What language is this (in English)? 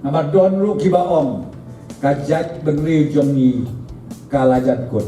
Khasi